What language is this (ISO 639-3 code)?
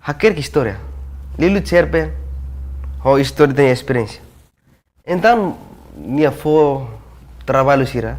tet